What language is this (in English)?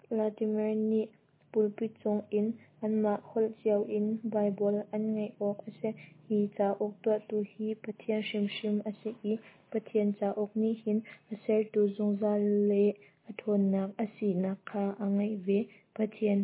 Hakha Chin